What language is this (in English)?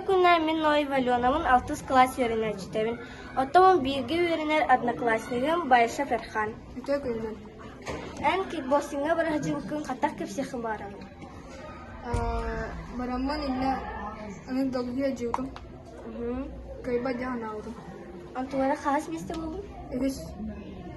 Yakut